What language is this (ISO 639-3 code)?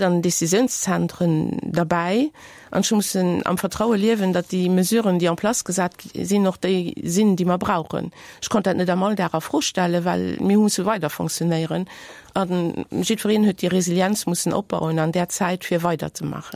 ltz